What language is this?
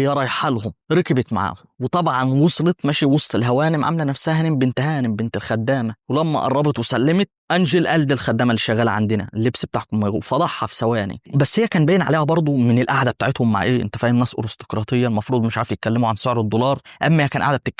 Egyptian Arabic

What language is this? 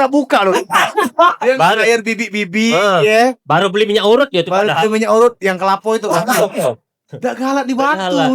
Musi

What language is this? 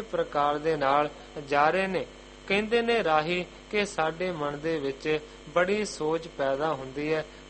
Punjabi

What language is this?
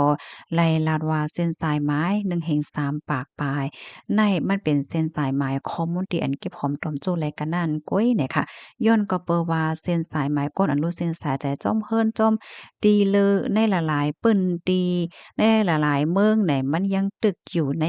Shan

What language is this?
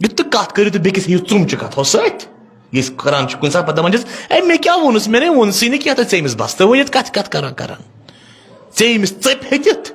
Kashmiri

